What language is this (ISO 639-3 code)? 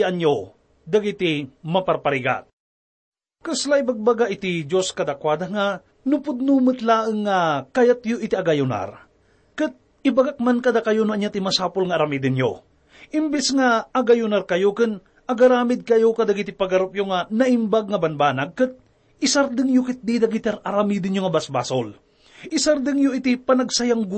ilo